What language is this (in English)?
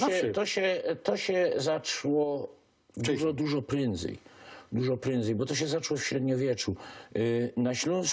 Silesian